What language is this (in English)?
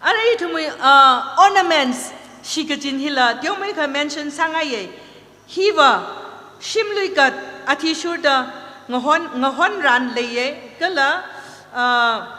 Tangkhul Naga (India)